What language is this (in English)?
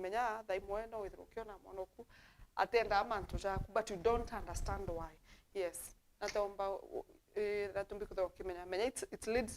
Meru